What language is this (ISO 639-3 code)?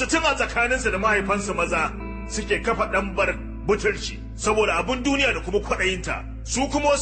hau